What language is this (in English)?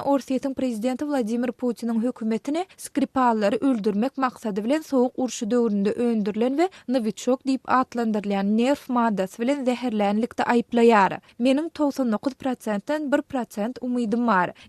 Turkmen